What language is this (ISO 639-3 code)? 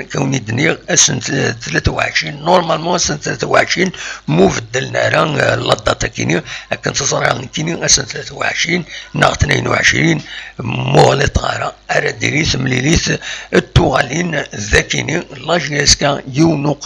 kab